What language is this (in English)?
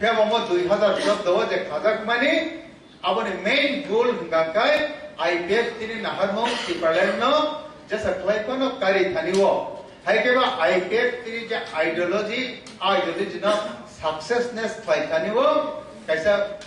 Kok Borok